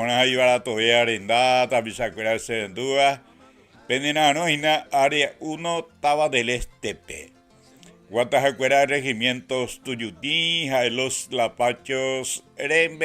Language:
Guarani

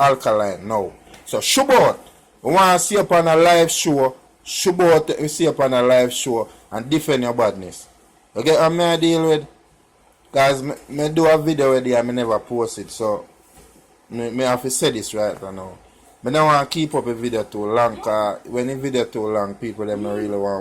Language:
Jamaican Creole English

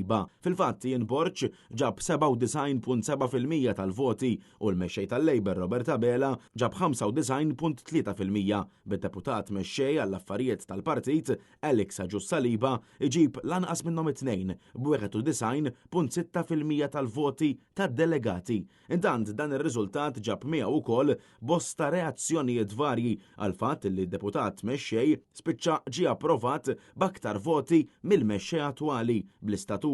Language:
Maltese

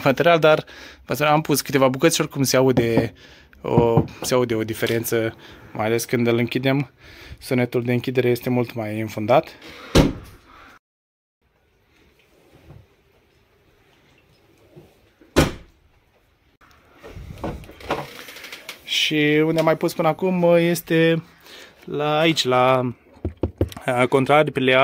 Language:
Romanian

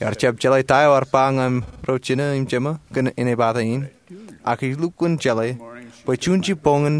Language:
Marshallese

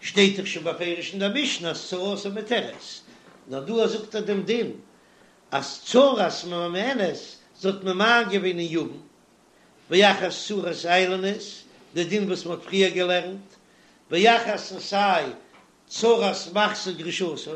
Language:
Yiddish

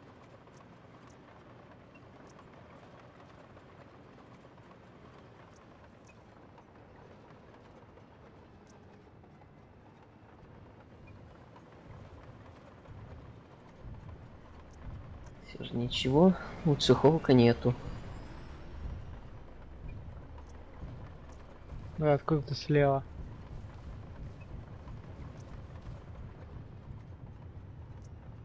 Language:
Russian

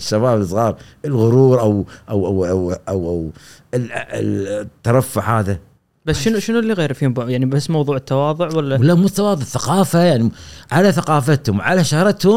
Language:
Gulf Arabic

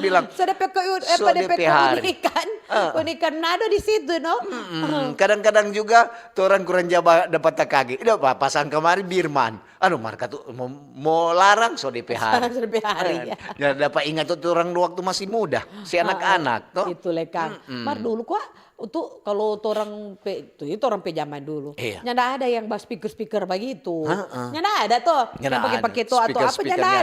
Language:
Manado Malay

